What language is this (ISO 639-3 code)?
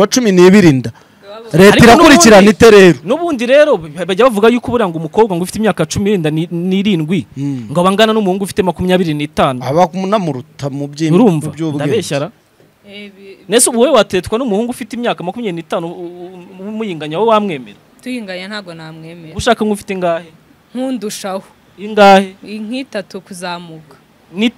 kin